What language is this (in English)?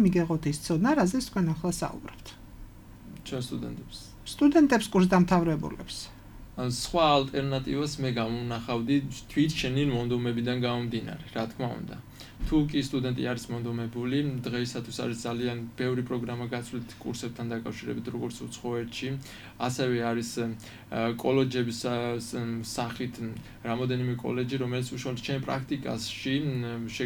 Georgian